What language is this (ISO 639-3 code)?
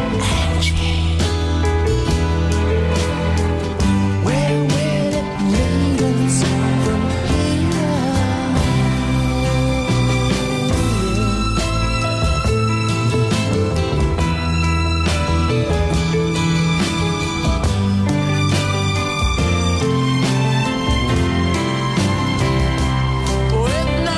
pol